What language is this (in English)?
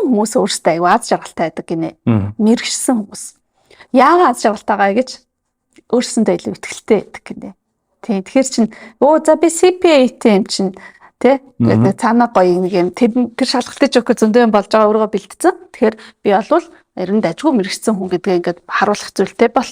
Mongolian